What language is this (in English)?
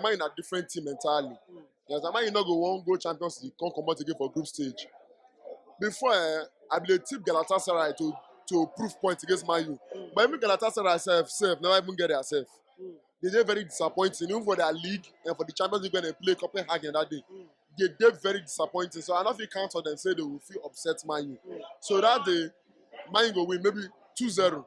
Nigerian Pidgin